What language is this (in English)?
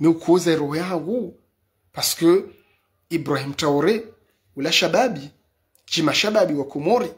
Ngazidja Comorian